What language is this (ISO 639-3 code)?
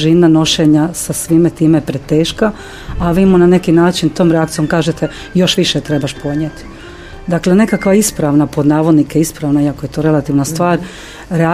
hrv